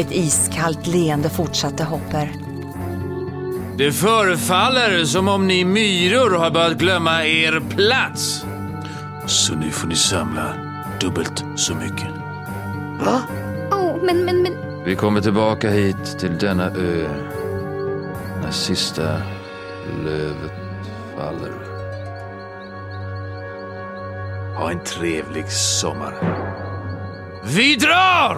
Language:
Swedish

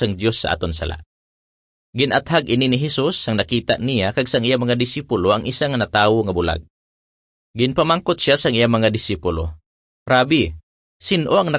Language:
Hiligaynon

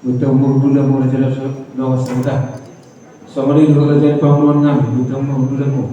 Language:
Batak Toba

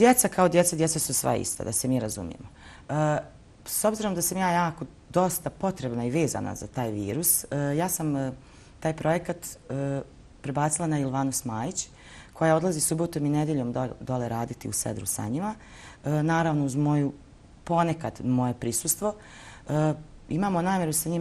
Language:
Bosnian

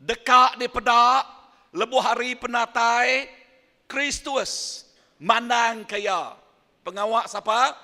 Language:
Iban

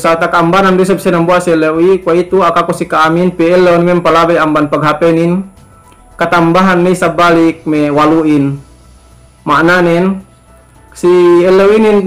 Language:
Yakan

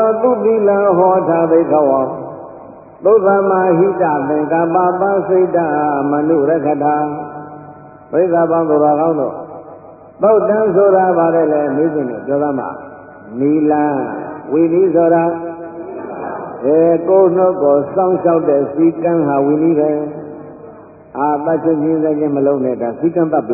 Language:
Burmese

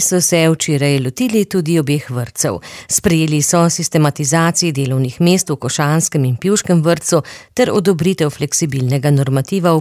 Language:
Slovenian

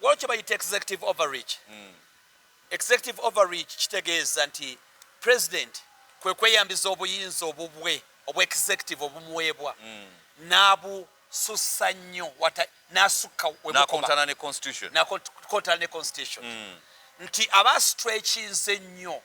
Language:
Ganda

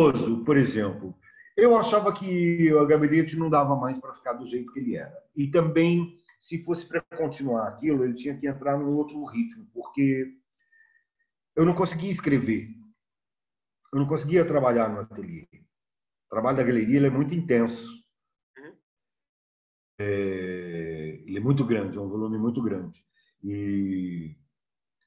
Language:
Portuguese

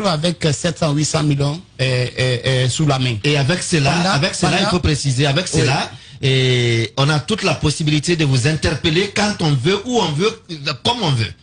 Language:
French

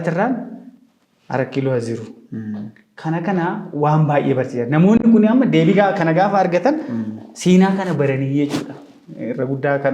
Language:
Oromo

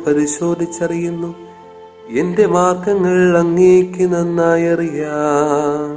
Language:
Malayalam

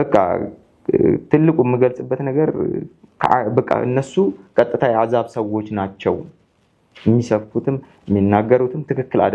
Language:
Amharic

